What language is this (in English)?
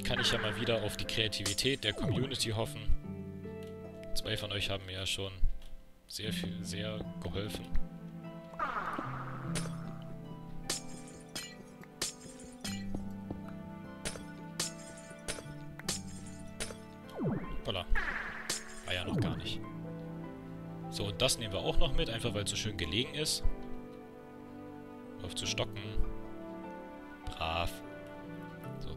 German